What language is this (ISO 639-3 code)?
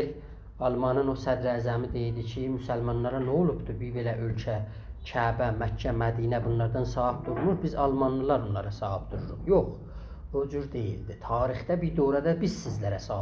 azb